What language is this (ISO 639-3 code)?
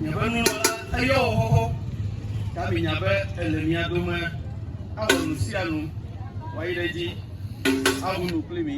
ewe